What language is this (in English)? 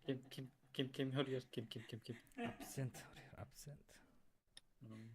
Yakut